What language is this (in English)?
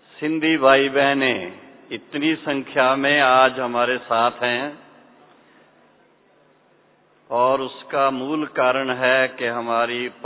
Hindi